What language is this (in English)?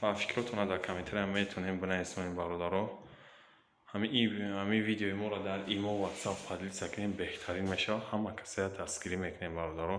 Tajik